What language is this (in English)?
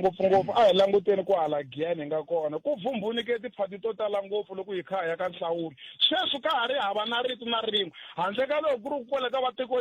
Tsonga